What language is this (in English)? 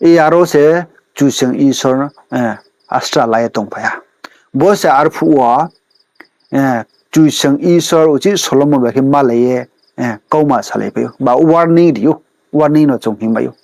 Riang (India)